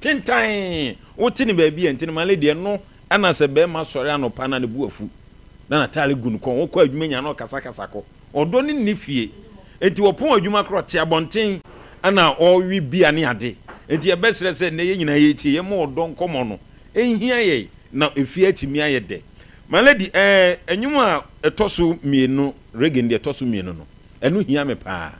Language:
Akan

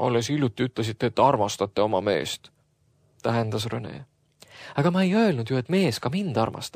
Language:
Estonian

